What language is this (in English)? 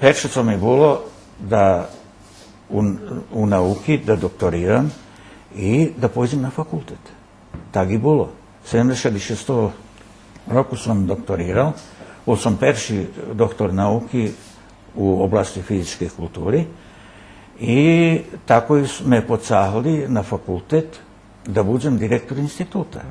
Rusyn